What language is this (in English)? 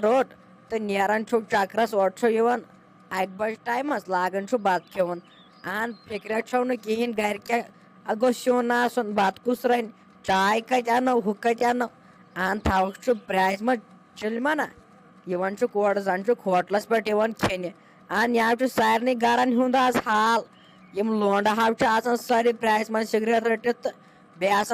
Kashmiri